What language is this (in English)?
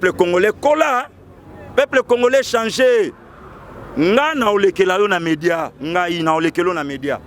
Lingala